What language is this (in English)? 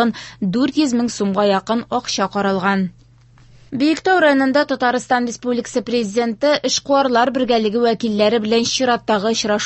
Tatar